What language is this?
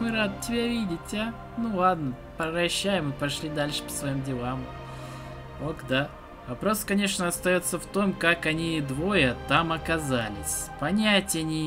Russian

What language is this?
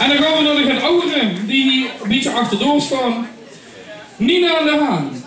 Limburgish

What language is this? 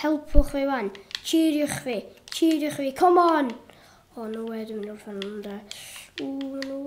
Welsh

